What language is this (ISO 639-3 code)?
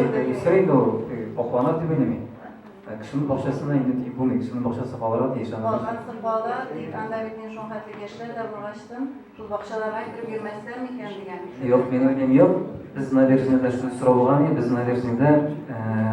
tat